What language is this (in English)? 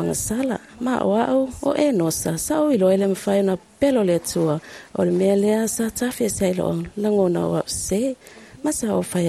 Samoan